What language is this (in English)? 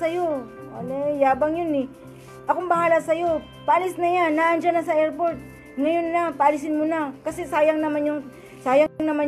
Filipino